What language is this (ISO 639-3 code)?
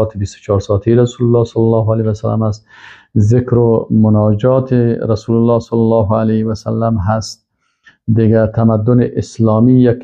fas